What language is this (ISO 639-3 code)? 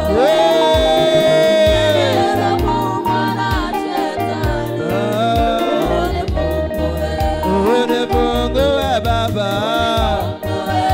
swa